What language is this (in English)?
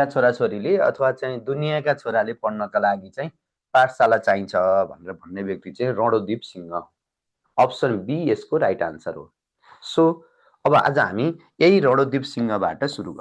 Nepali